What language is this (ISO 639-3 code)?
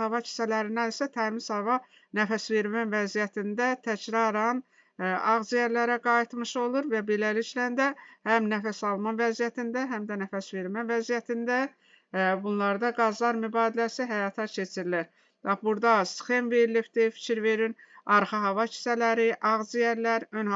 aze